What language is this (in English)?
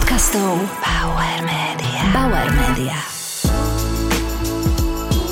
Slovak